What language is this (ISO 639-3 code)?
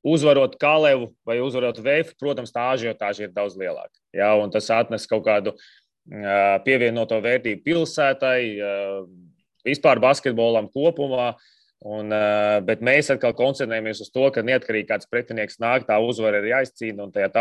lav